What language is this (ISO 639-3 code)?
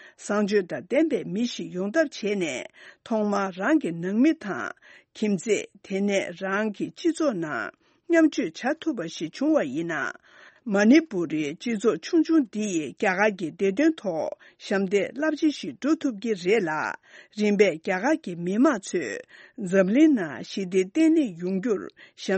bod